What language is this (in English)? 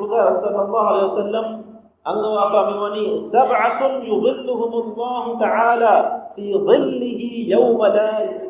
Divehi